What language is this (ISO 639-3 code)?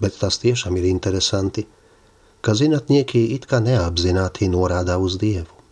lav